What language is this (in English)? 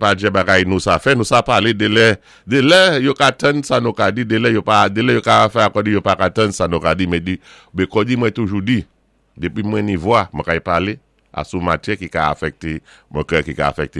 Saint Lucian Creole French